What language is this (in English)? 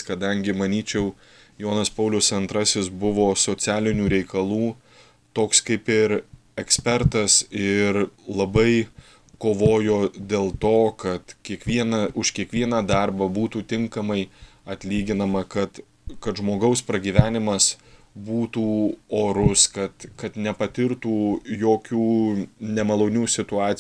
Lithuanian